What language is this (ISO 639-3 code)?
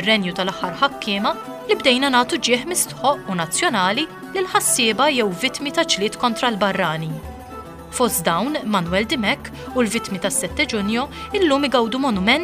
mlt